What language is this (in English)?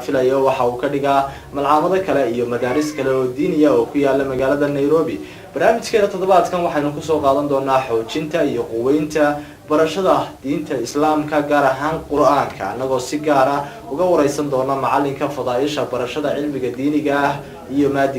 Somali